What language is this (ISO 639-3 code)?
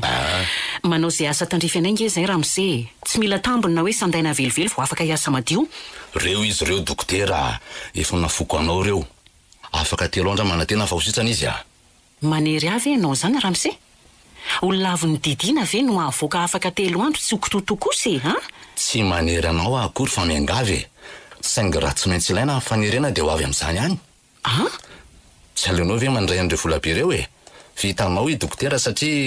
mlg